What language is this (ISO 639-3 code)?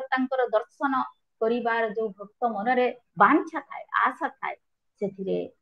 ori